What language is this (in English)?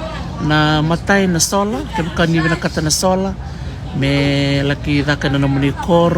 Fijian